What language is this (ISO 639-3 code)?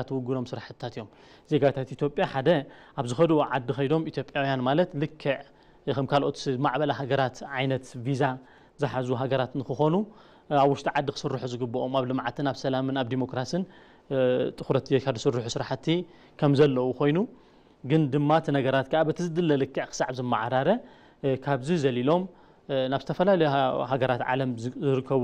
tir